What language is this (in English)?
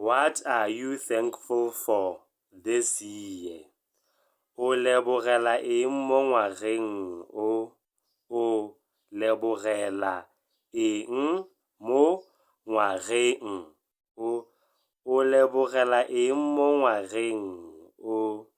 Tswana